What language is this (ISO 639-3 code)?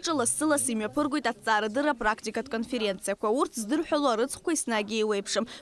abk